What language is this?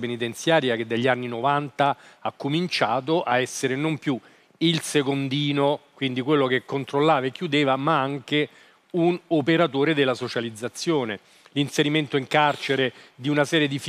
Italian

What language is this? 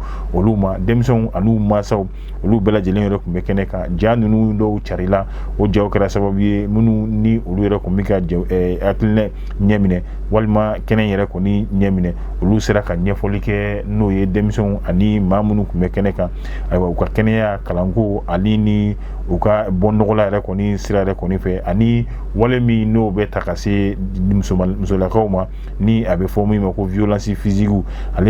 Bambara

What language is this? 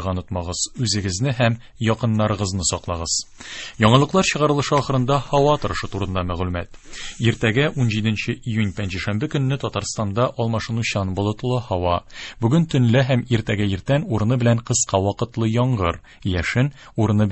Tatar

